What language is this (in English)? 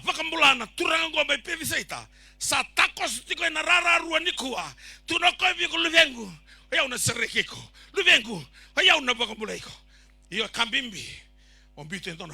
Fijian